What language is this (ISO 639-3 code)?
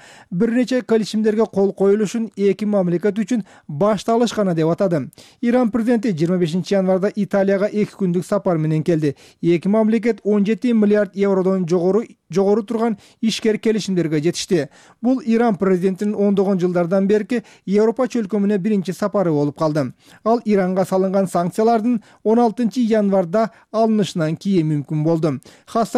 kir